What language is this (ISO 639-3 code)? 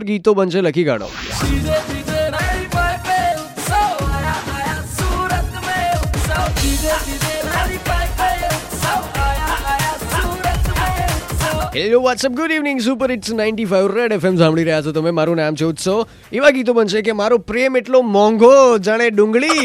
guj